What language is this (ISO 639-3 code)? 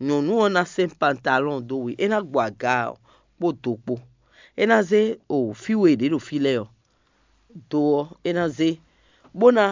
fon